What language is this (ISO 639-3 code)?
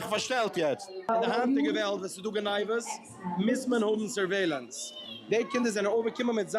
yid